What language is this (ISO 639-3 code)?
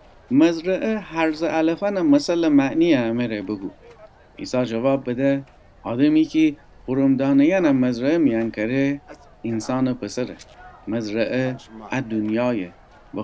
glk